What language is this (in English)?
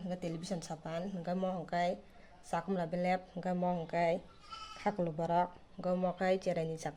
Kok Borok